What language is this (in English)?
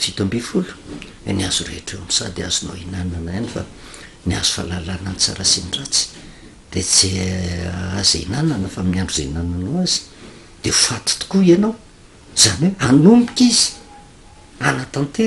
Malagasy